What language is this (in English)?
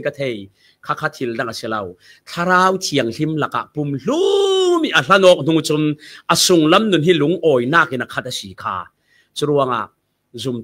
Falam Chin